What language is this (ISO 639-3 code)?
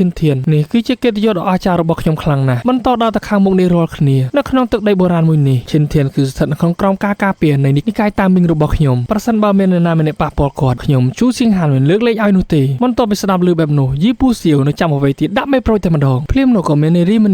khm